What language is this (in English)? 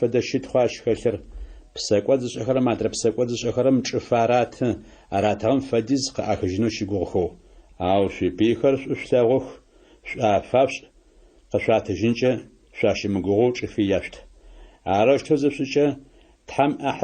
Adyghe